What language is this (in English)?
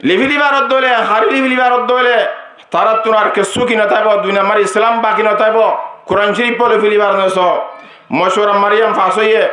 Rohingya